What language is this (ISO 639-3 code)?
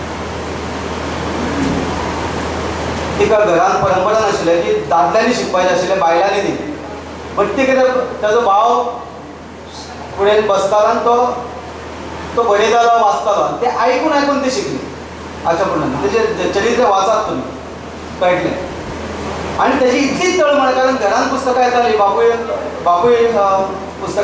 kok